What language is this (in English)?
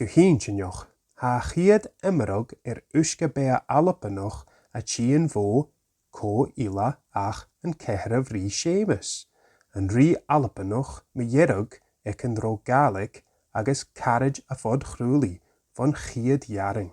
Scottish Gaelic